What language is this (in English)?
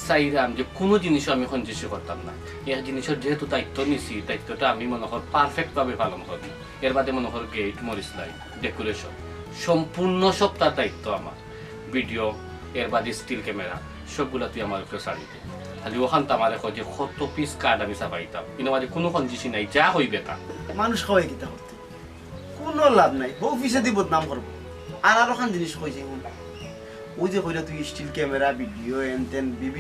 Sylheti